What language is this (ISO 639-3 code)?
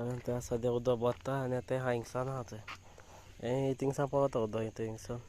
kok